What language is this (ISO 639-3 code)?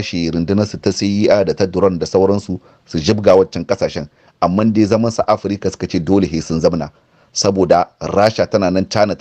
hau